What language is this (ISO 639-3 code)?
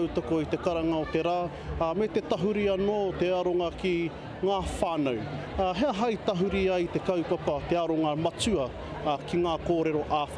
mri